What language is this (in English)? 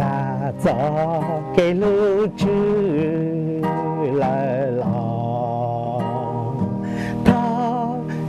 Hmong